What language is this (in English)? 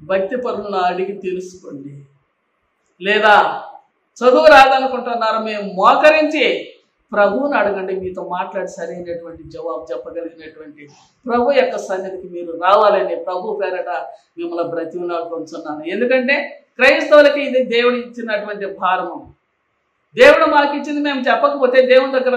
Telugu